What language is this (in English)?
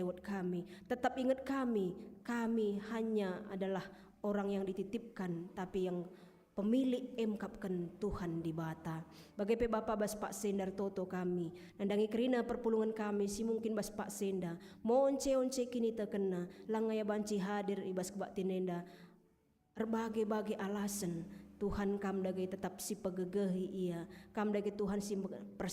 Batak Karo